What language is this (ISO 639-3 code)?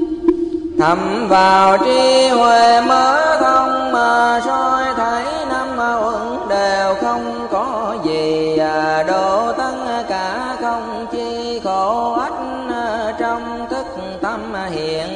vie